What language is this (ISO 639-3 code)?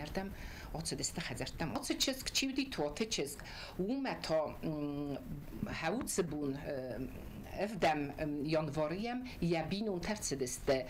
oss